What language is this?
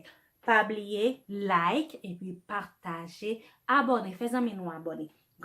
Haitian Creole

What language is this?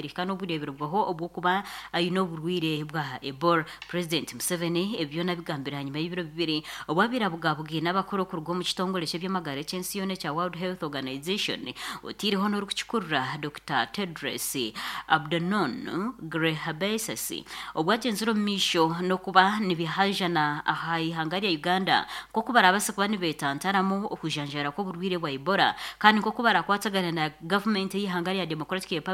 Nyankole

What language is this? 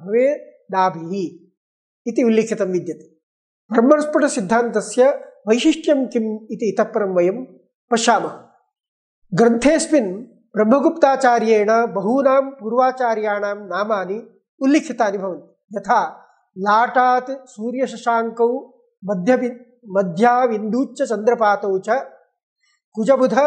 Sanskrit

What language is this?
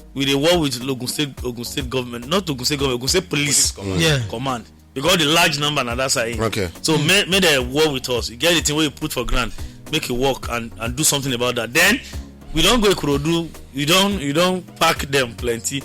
Nigerian Pidgin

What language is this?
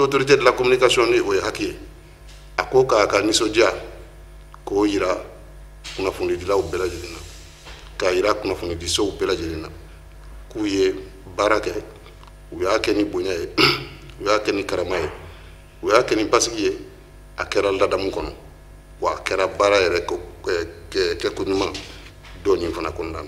Bambara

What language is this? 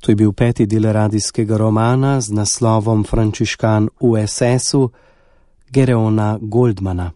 Slovenian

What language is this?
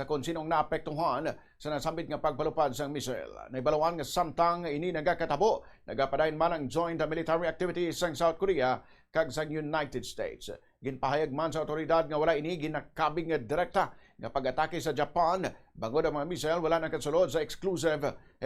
Hiligaynon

